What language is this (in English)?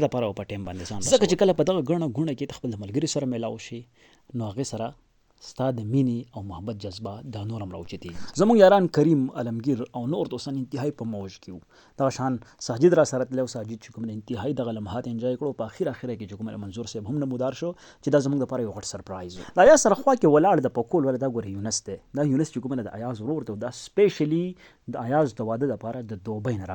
Pashto